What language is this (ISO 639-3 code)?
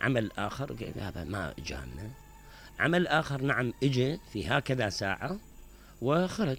acm